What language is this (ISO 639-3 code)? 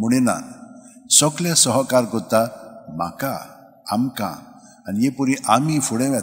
kok